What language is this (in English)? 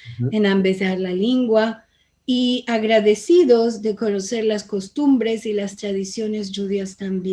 Ladino